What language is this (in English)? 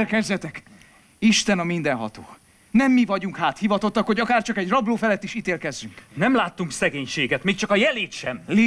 Hungarian